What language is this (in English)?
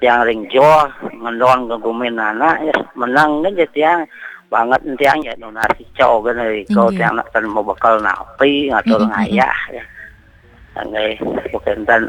Balinese